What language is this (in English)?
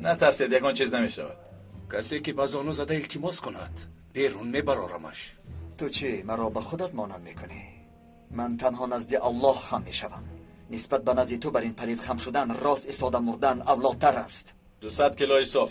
Tajik